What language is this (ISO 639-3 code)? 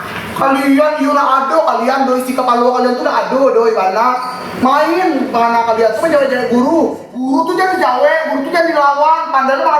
min